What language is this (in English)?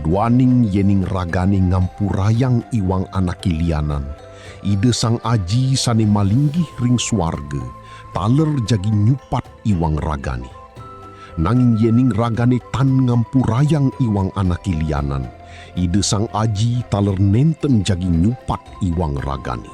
Balinese